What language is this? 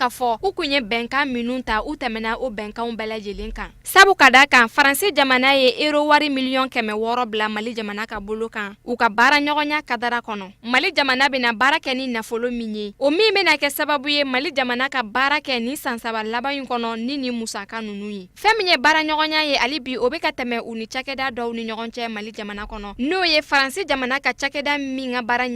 Bambara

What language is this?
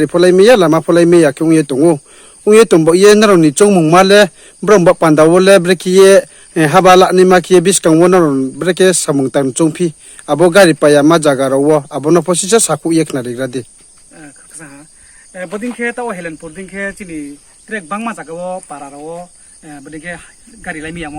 Riang (India)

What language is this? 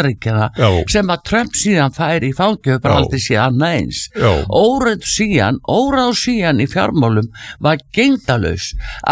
Icelandic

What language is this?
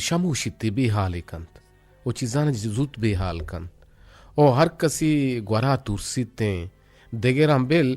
Eastern Balochi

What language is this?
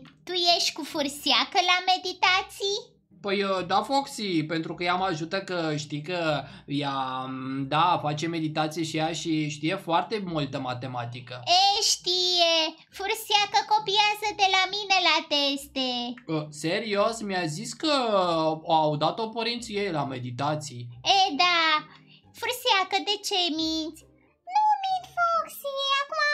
Romanian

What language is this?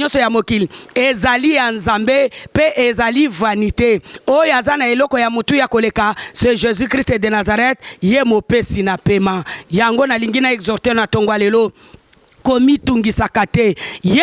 Lingala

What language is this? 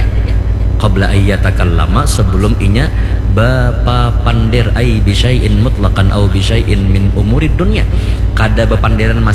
Banjar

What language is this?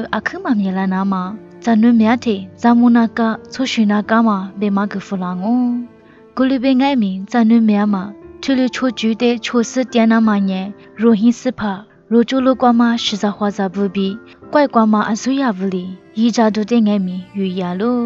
Lisu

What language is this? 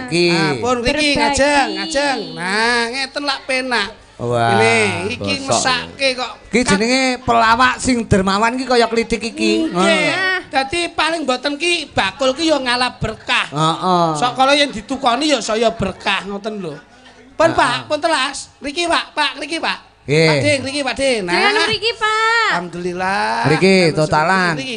Javanese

